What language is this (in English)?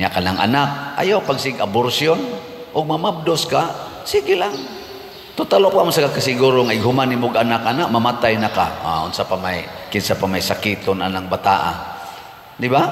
Cebuano